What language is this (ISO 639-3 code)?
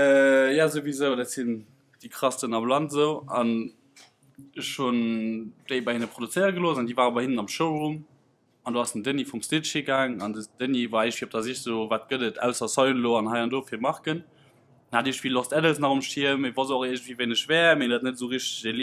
ltz